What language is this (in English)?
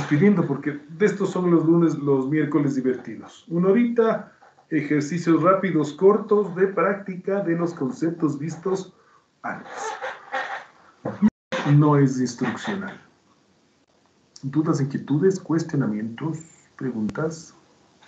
Spanish